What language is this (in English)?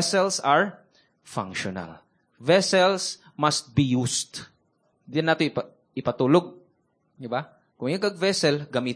Cebuano